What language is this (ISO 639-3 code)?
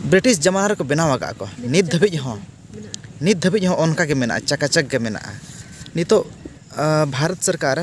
sat